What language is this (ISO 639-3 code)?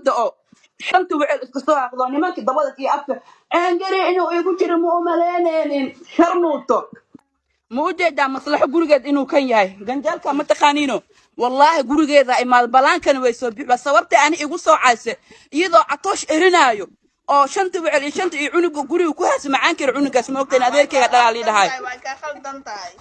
som